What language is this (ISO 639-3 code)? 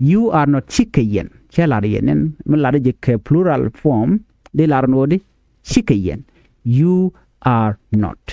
nus